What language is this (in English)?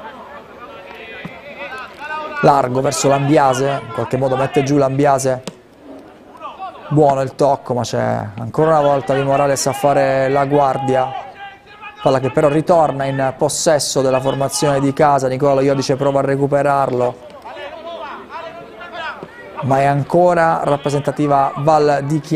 Italian